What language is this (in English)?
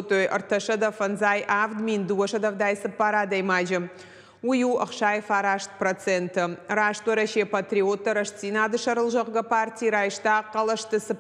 Ossetic